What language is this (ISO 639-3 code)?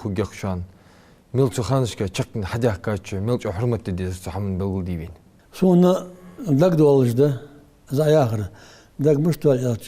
inh